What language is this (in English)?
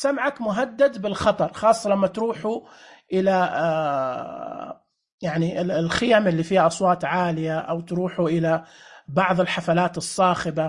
Najdi Arabic